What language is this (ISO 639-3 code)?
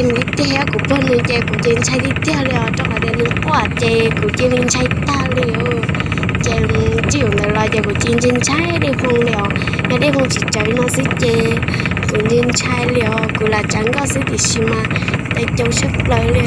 hmn